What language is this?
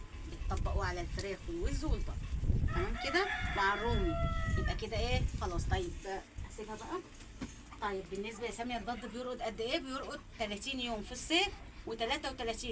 Egyptian Arabic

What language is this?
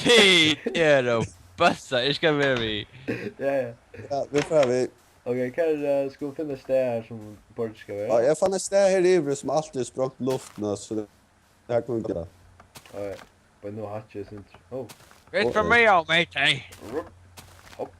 Faroese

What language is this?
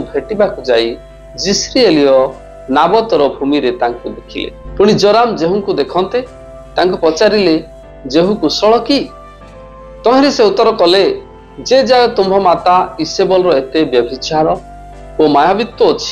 Odia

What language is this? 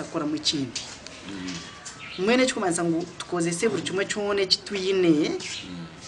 Kinyarwanda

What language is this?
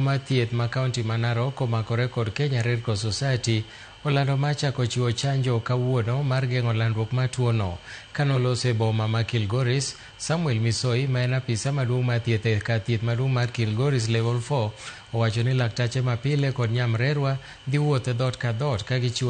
Luo (Kenya and Tanzania)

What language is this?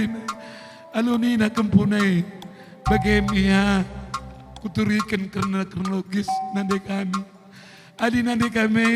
Batak Karo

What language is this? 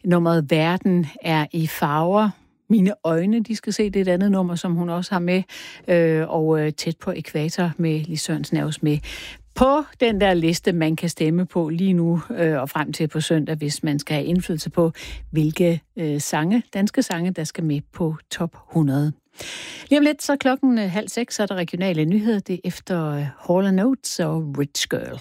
Danish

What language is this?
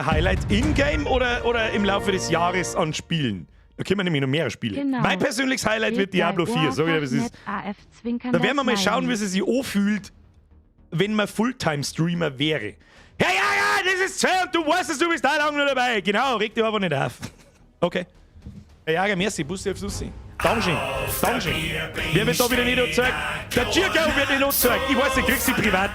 Bavarian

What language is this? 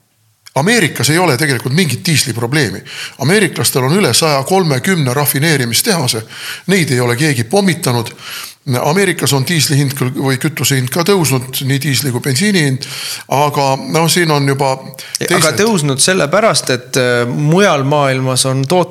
Estonian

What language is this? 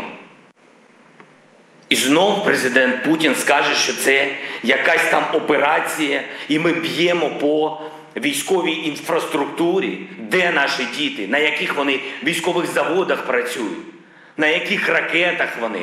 Ukrainian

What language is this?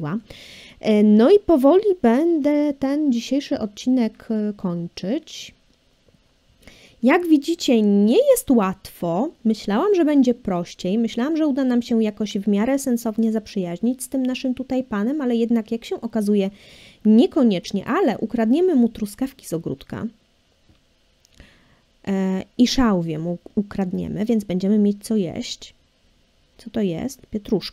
Polish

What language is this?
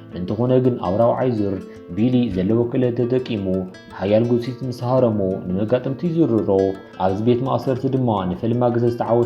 Tigrinya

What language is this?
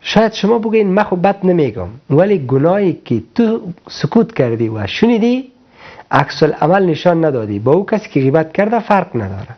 Persian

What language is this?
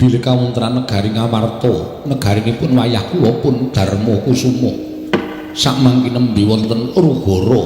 Javanese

